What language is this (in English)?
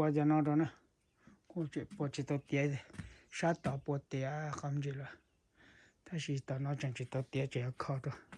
Hmong